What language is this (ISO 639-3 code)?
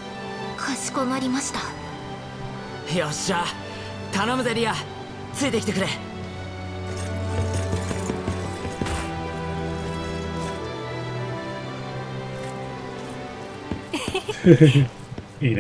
jpn